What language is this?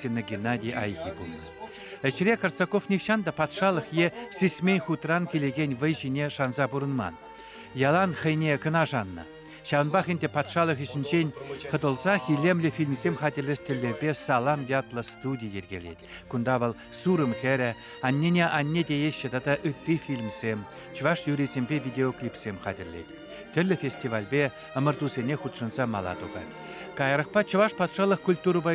Chuvash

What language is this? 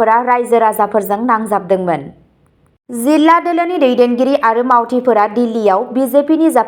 Bodo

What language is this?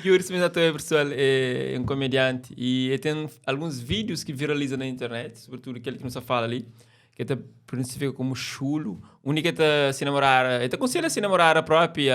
Kabuverdianu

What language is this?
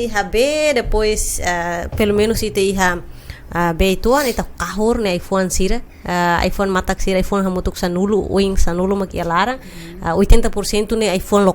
Tetum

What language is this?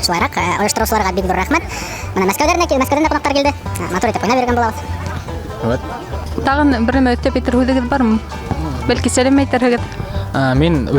Bashkir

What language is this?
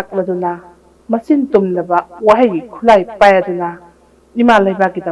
Manipuri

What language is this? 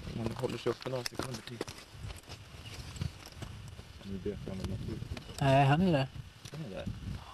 Swedish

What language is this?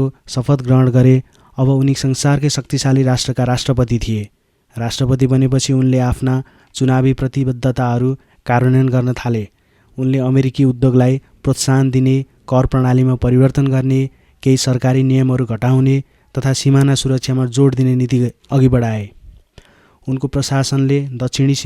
Nepali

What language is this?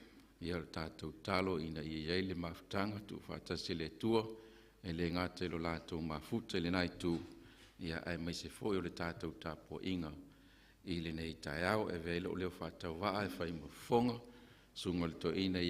Samoan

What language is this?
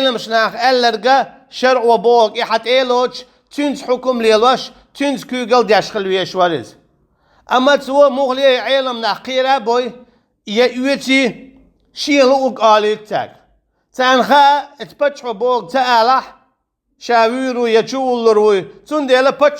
Chechen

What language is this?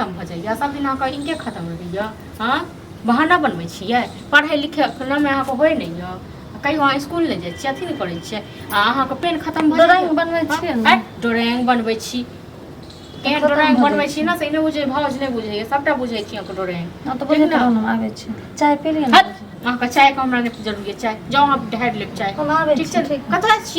Maithili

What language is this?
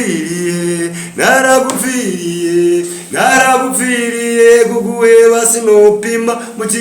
Rundi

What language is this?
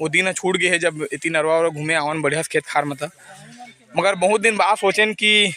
Chhattisgarhi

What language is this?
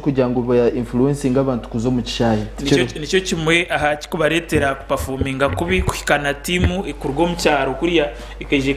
Nyankole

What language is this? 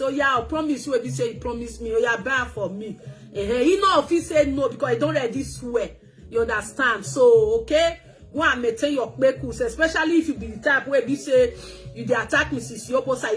Nigerian Pidgin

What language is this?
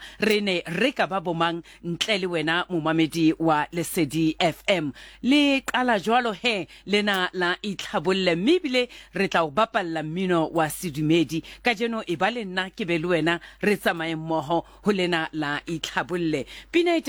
Southern Sotho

